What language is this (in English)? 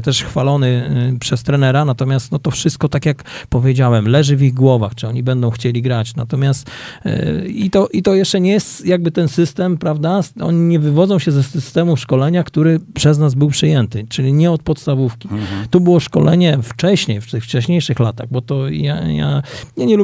Polish